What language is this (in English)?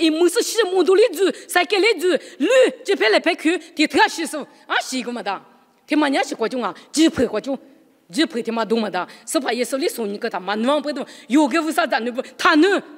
Lisu